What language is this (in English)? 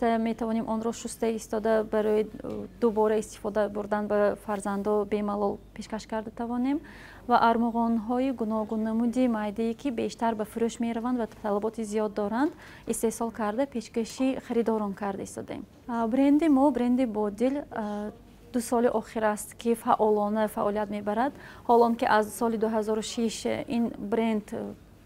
Tajik